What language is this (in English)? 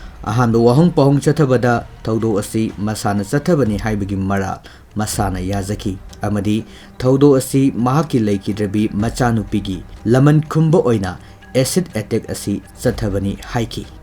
Manipuri